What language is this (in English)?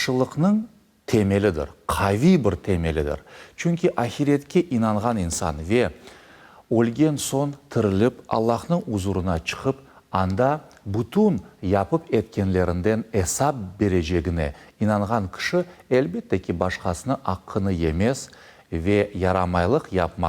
Crimean Tatar